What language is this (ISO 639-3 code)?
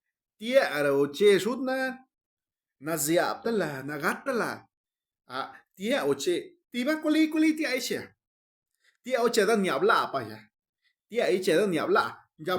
zap